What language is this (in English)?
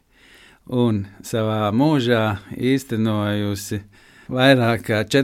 Latvian